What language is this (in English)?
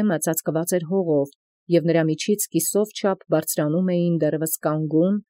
Armenian